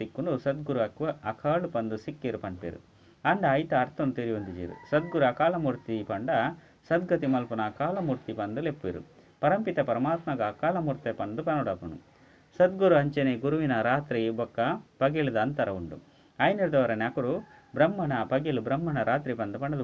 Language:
Tulu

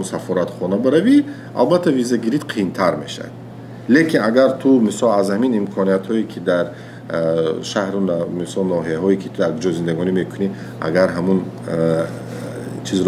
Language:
Tajik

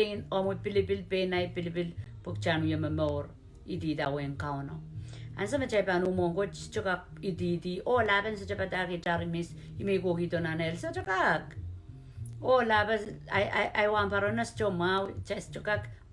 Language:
Pohnpeian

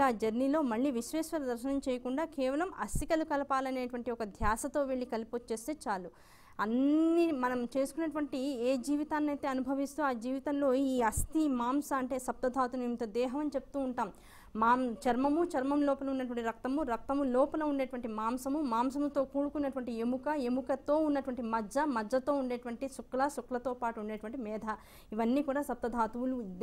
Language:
Telugu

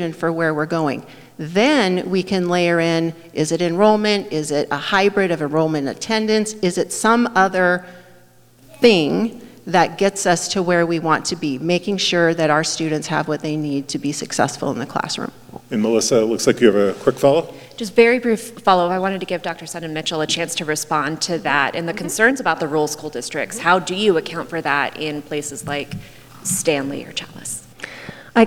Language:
English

